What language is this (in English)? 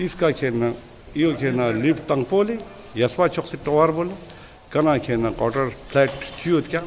Ladakhi